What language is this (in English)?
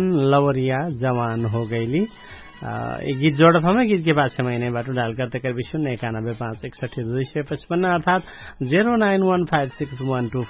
Dangaura Tharu